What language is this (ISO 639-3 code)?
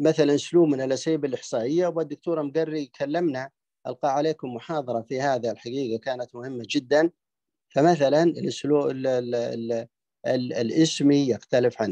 ara